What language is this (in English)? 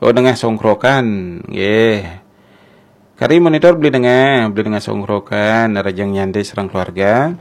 Balinese